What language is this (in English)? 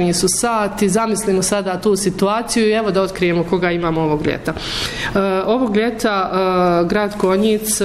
Bosnian